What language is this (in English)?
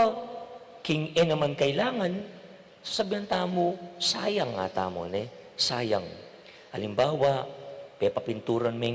Pampanga